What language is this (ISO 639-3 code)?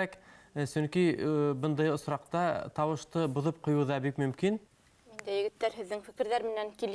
bak